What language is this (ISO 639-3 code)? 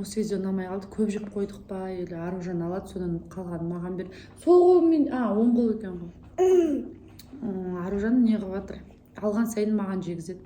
kaz